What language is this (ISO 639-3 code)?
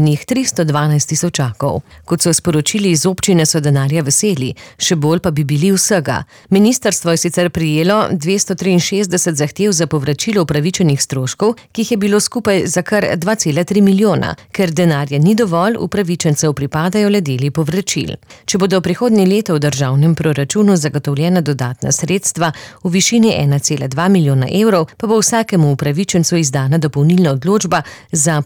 slv